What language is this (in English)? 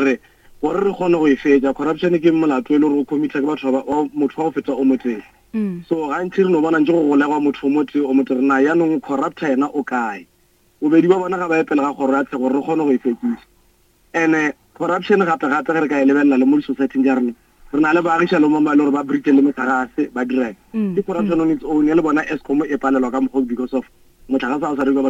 Northern Sotho